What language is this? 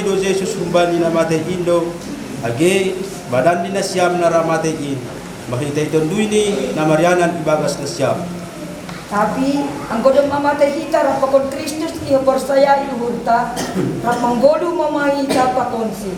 Batak Simalungun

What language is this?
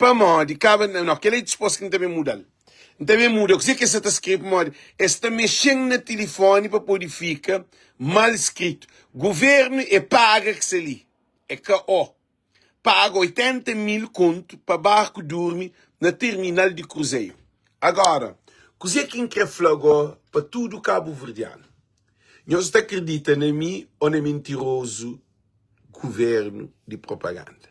Kabuverdianu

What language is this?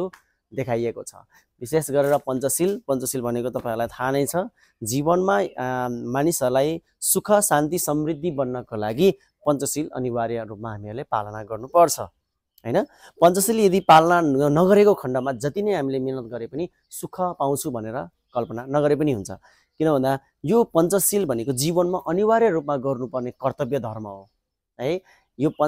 Nepali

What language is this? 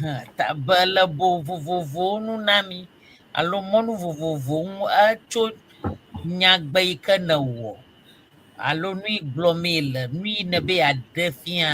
Ewe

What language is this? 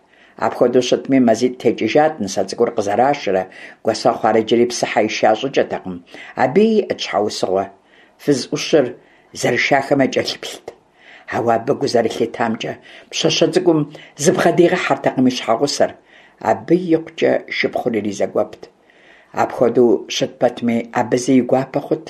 Kabardian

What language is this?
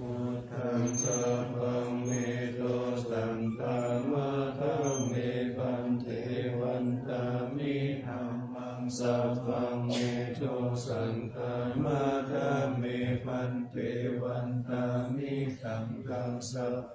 Pali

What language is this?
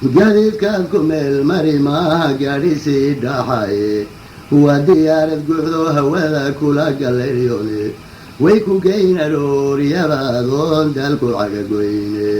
Somali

